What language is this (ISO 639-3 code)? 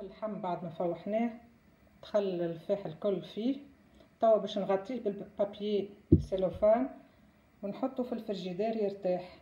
aeb